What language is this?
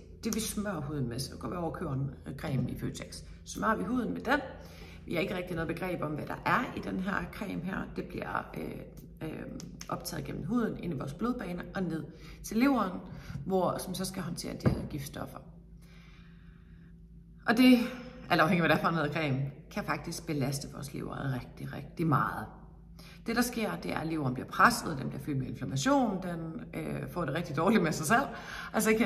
Danish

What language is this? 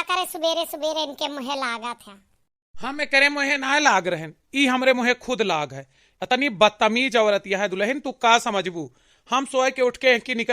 Awadhi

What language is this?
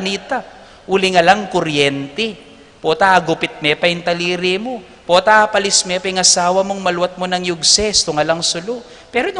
Pampanga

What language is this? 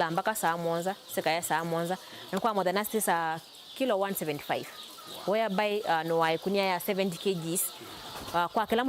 Kamba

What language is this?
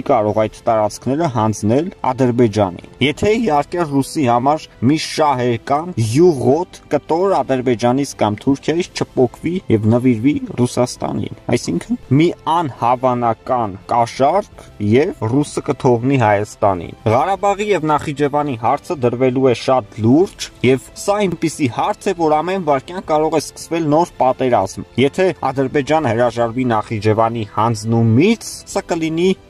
Armenian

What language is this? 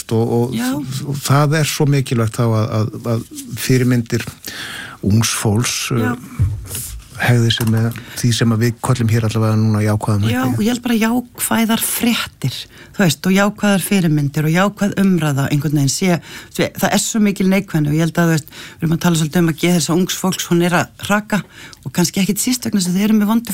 Icelandic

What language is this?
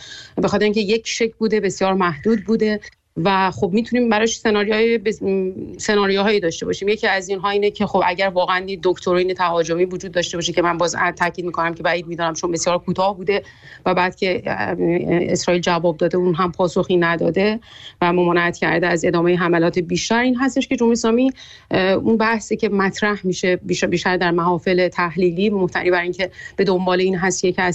Persian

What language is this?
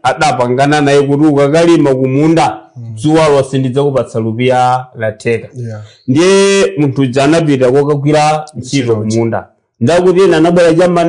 Nyanja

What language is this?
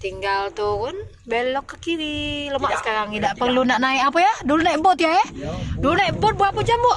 Musi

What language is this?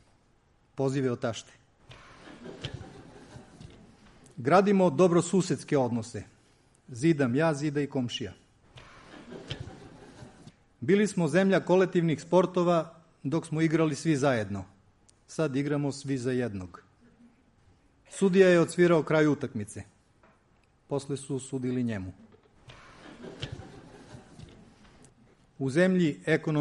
Serbian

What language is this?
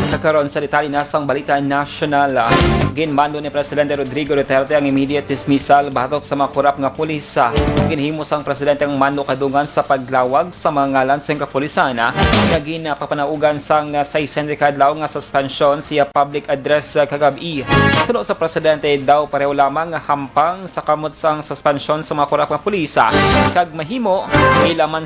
Hiligaynon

